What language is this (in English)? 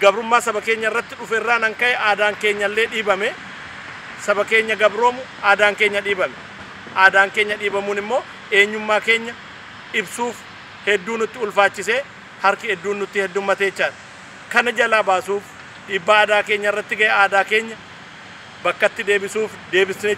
Oromo